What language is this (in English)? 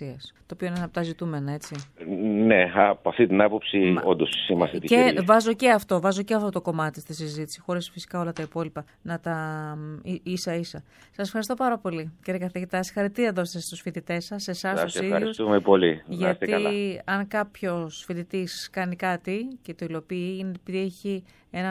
Greek